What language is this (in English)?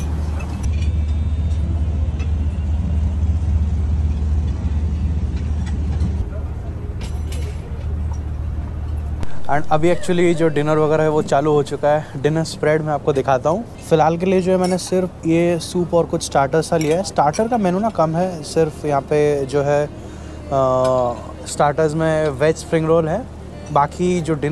Hindi